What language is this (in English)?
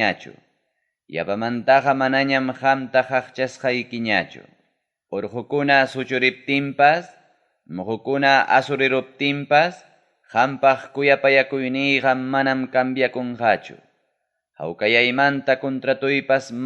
Ayacucho Quechua